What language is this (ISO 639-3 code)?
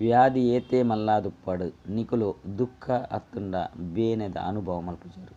tcy